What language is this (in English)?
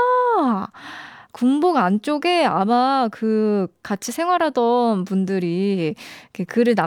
Korean